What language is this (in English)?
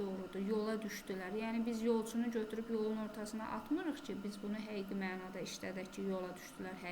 Azerbaijani